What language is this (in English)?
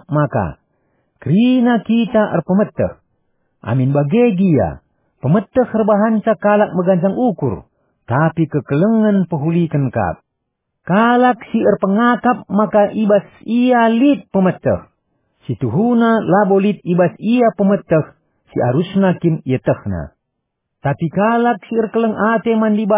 Batak Karo